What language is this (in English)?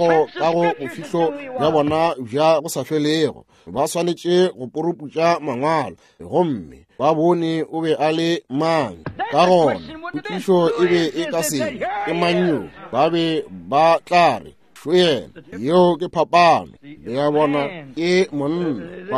Northern Sotho